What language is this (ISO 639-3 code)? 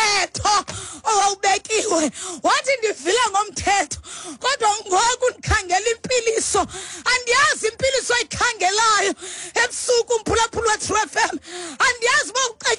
xho